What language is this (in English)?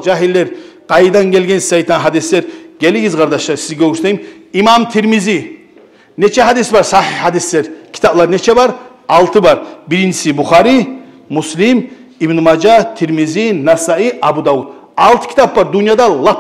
Kumyk